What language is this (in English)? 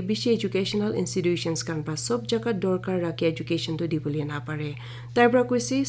Naga Pidgin